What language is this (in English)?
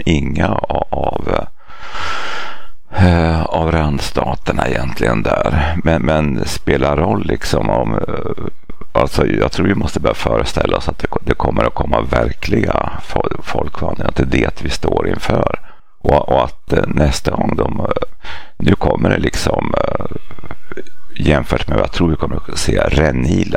Swedish